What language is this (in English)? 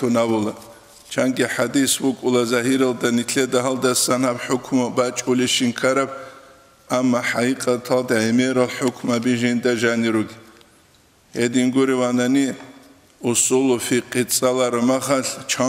Avaric